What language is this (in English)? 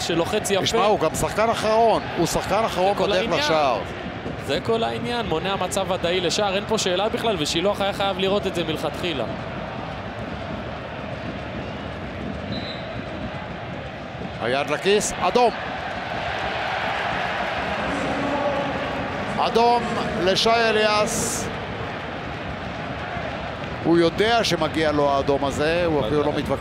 Hebrew